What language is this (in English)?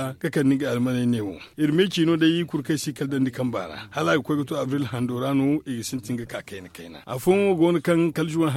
Zarma